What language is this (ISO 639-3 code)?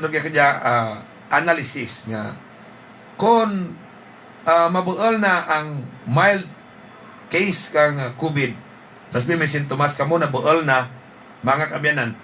hil